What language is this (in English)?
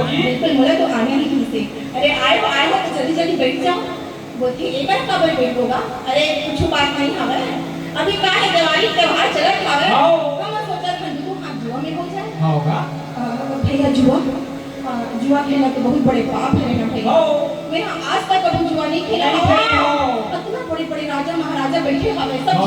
Chhattisgarhi